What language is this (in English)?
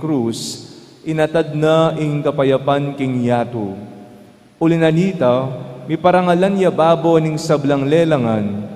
Pampanga